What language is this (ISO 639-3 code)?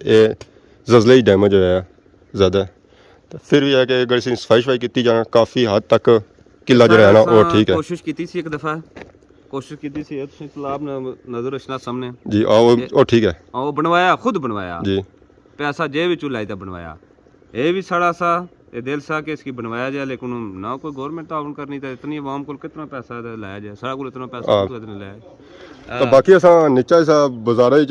phr